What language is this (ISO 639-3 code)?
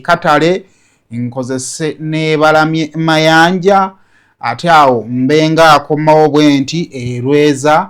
lug